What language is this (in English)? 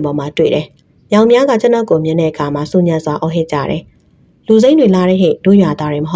Burmese